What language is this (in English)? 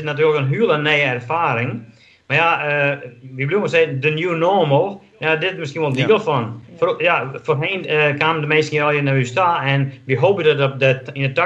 Western Frisian